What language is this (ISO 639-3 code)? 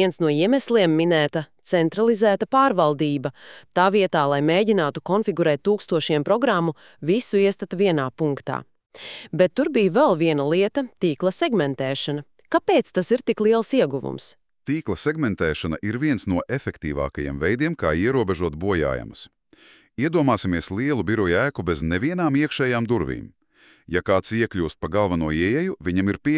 lav